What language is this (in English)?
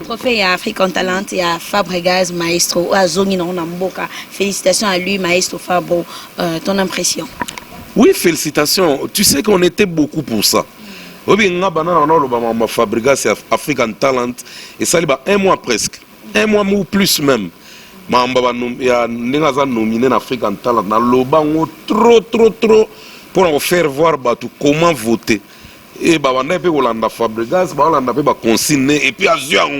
Lingala